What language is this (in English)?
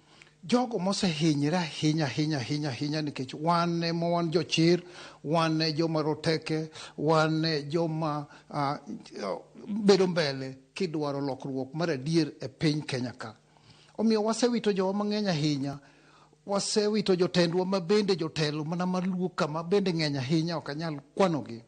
Luo (Kenya and Tanzania)